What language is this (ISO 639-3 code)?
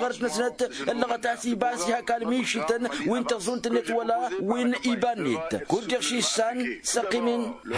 taq